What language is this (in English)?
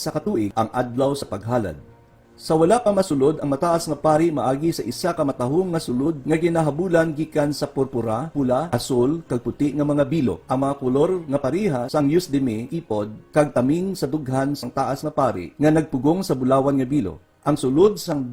Hiligaynon